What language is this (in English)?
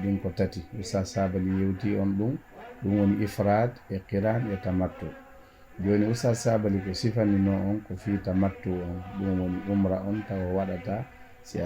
Fula